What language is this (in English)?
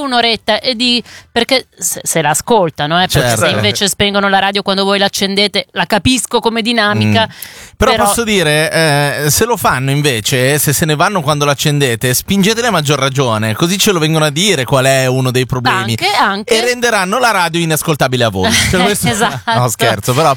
Italian